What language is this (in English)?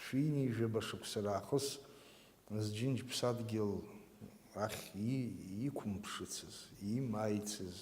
Abkhazian